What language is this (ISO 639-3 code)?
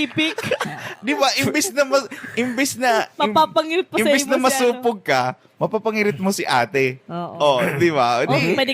bik